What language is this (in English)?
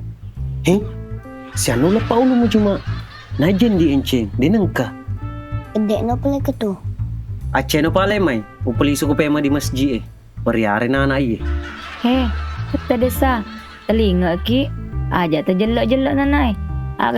Buginese